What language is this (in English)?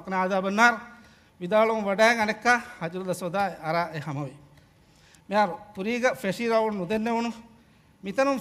Divehi